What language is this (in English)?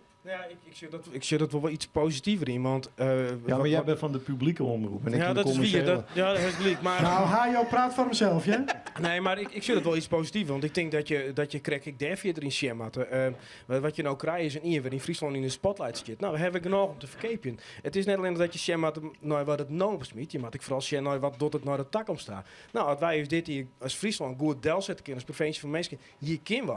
Western Frisian